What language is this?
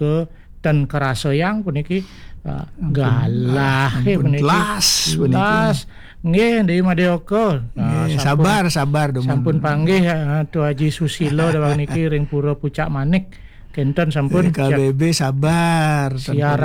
Balinese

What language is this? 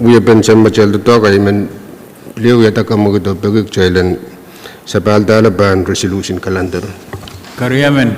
Pohnpeian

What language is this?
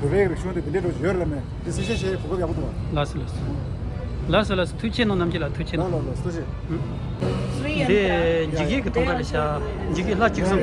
Tibetan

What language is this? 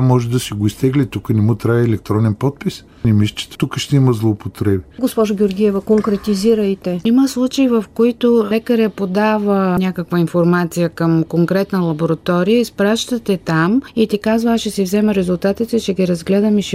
Bulgarian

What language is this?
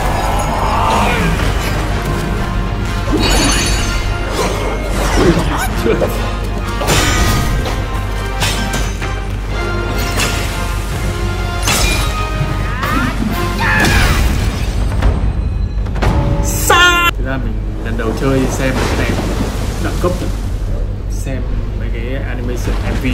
Vietnamese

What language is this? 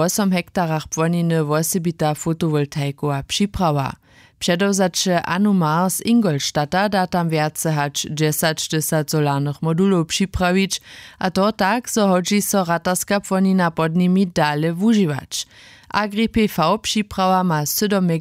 Upper Sorbian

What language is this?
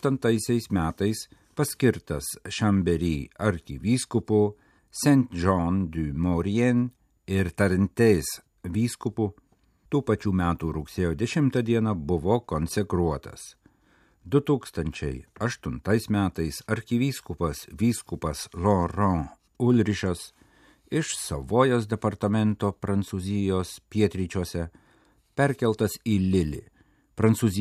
Lithuanian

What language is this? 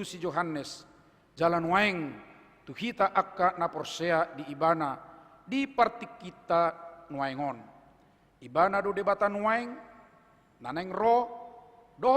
Batak Toba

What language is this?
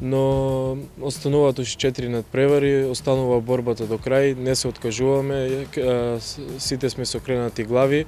Macedonian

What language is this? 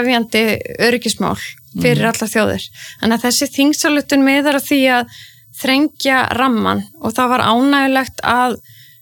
Icelandic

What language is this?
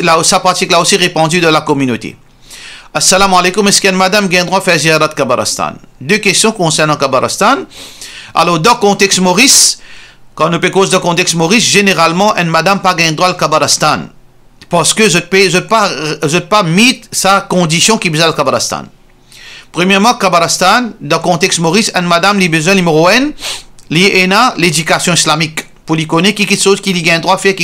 Morisyen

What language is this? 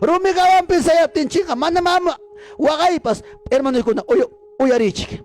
Ayacucho Quechua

